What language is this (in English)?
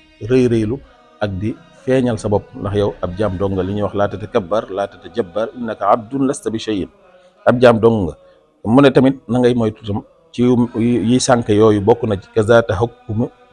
Wolof